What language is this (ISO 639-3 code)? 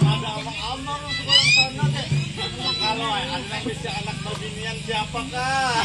bjn